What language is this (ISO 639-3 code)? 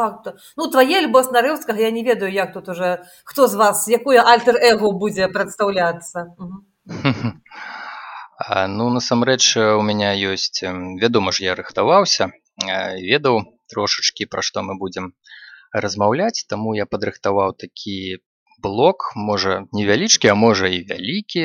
bel